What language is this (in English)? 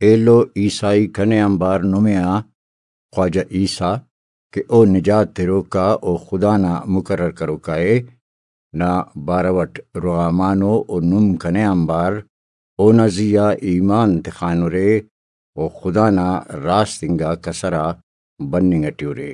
Brahui